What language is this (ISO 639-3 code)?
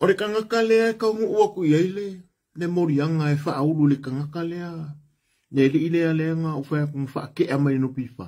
smo